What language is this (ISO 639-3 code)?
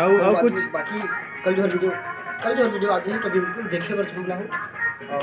hne